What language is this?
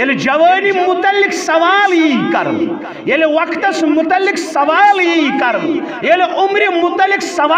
Kashmiri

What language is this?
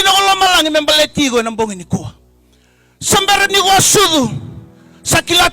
Fijian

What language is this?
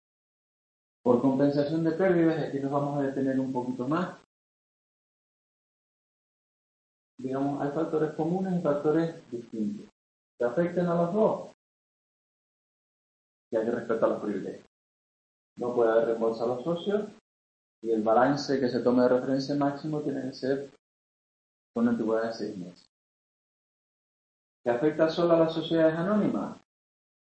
Spanish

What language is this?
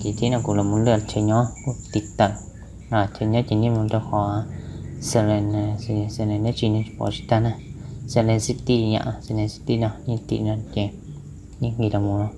Hmong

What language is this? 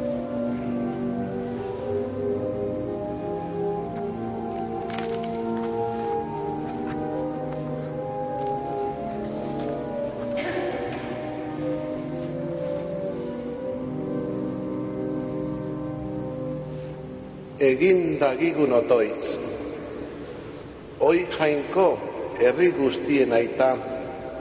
Basque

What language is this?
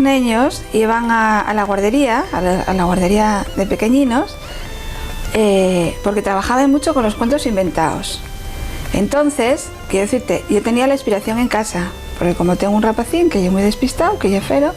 Asturian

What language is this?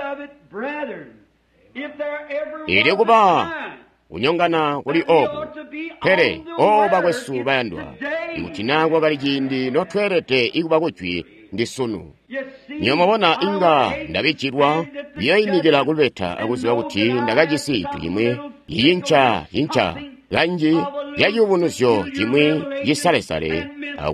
Tonga (Zambia)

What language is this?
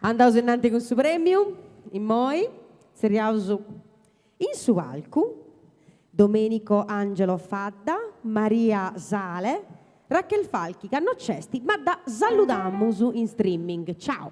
Sardinian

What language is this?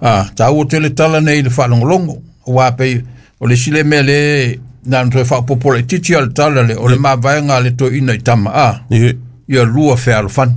Samoan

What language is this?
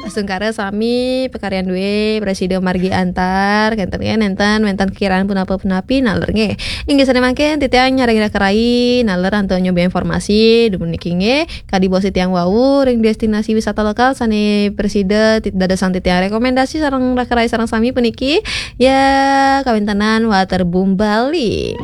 Balinese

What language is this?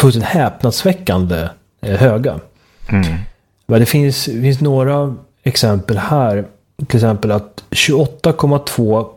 Swedish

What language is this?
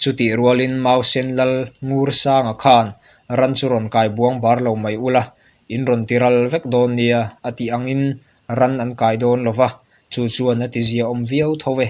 Mizo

